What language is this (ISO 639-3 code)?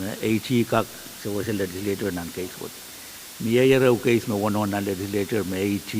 pon